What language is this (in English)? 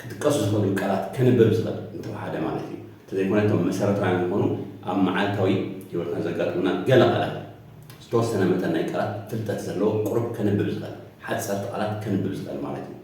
Tigrinya